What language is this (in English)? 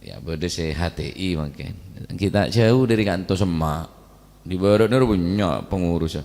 Madurese